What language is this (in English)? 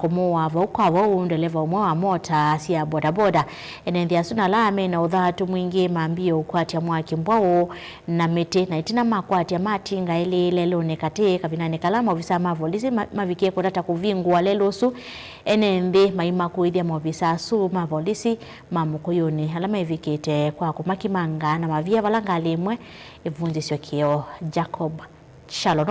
Kamba